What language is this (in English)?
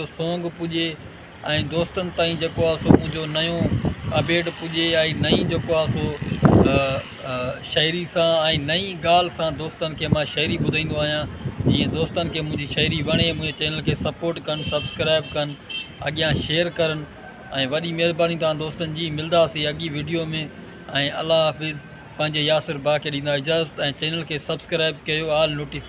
Sindhi